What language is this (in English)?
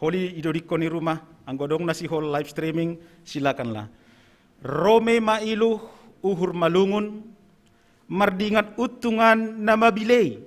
Batak Simalungun